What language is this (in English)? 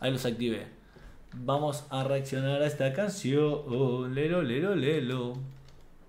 Spanish